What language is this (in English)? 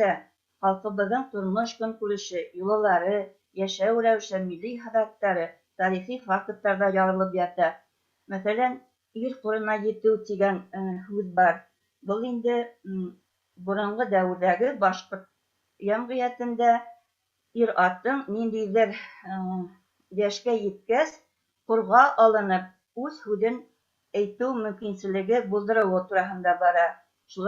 Bashkir